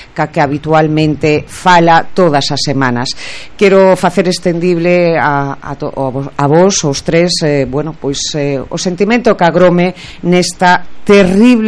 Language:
Galician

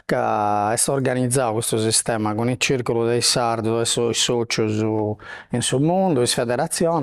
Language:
Sardinian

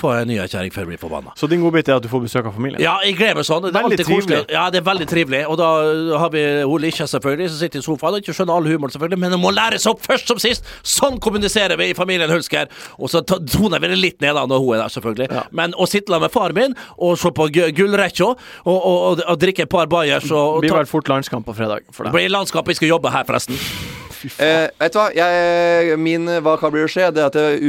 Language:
Norwegian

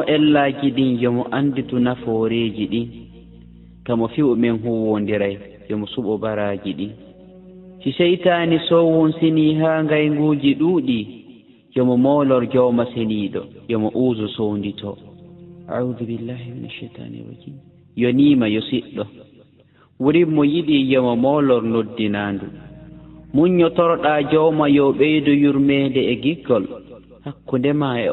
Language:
Fula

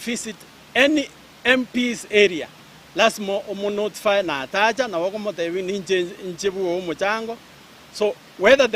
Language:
Gusii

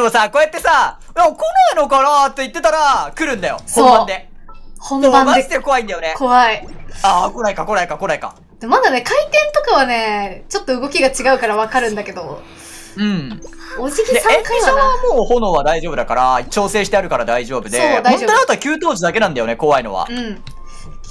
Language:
Japanese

